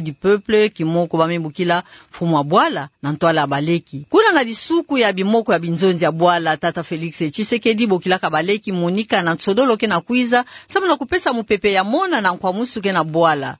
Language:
Kituba (Democratic Republic of Congo)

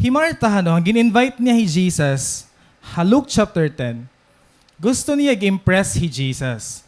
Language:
Waray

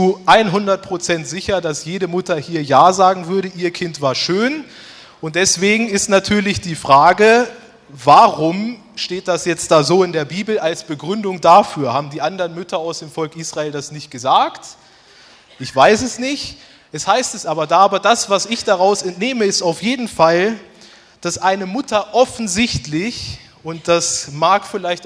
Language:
Swiss German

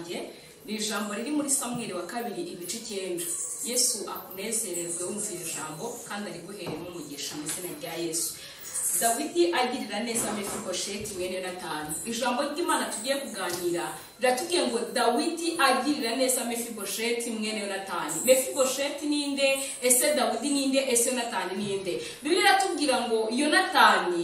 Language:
Kinyarwanda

